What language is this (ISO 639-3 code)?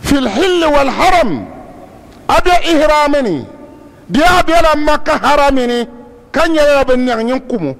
dag